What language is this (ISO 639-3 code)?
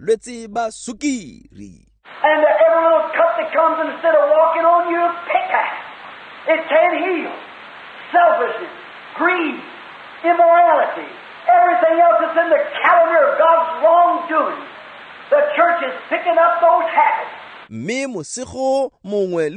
tsn